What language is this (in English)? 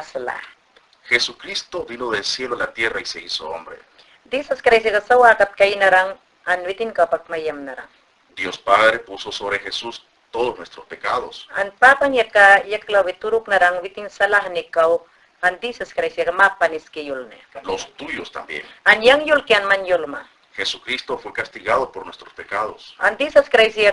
Mayangna